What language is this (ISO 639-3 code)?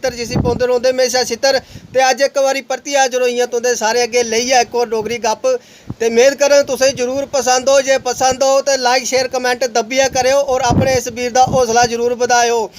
doi